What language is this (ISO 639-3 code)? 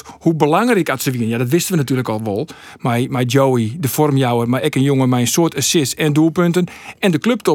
fry